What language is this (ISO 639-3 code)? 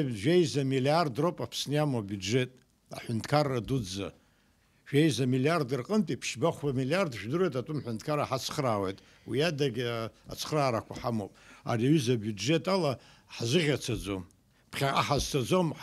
abk